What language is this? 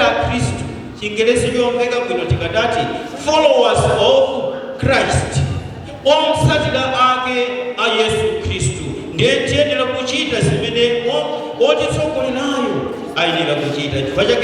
Nyanja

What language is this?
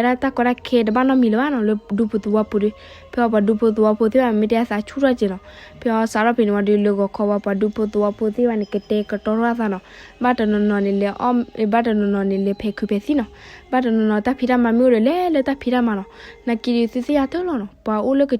S'gaw Karen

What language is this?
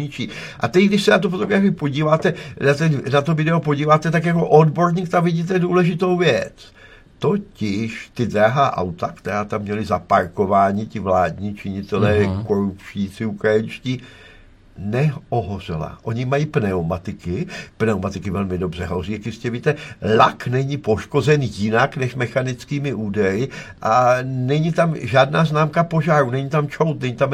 Czech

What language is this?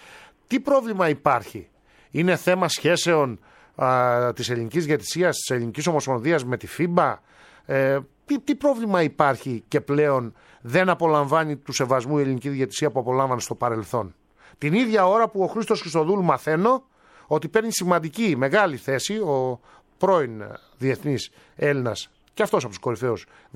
Greek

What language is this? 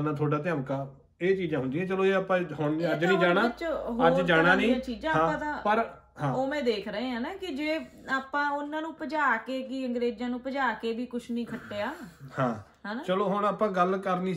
Punjabi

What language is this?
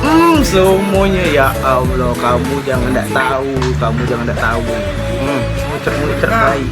Musi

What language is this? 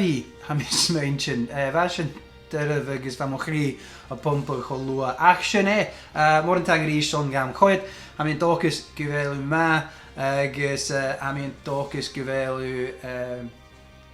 Scottish Gaelic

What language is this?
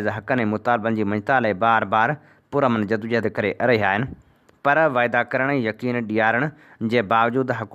Sindhi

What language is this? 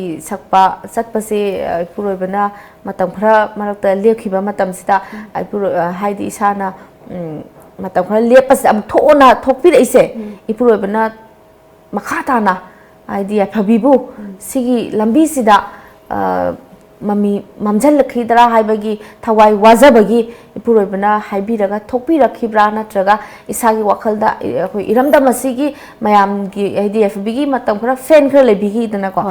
Manipuri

